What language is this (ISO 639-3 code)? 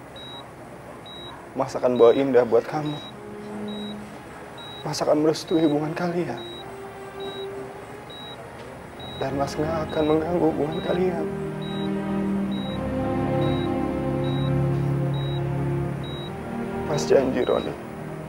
ind